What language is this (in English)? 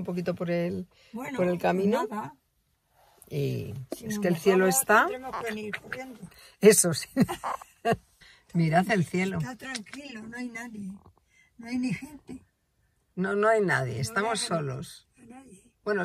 Spanish